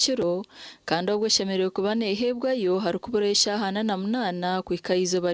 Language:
Nyankole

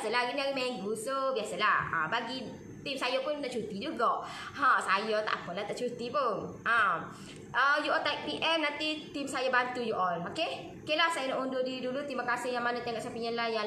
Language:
Malay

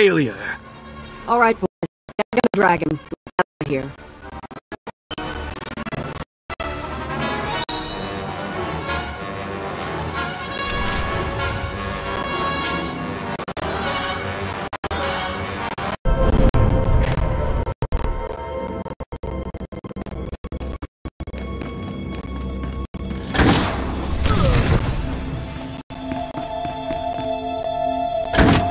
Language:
English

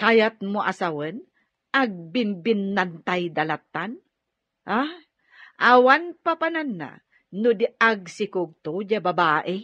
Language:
Iloko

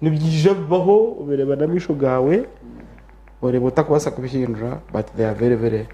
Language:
Nyankole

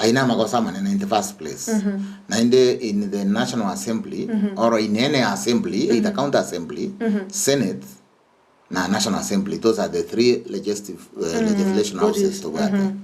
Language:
Gusii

